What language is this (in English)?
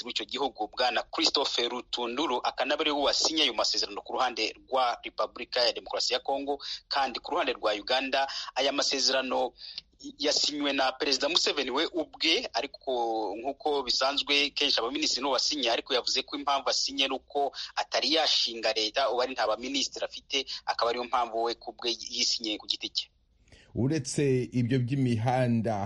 Kinyarwanda